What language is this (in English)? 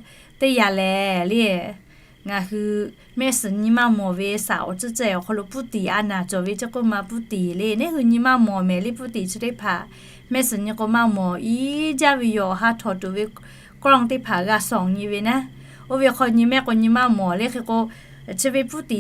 Lahu